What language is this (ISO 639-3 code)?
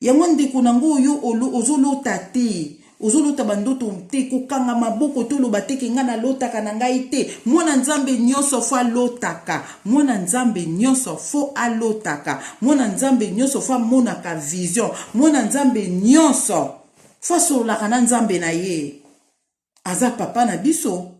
lin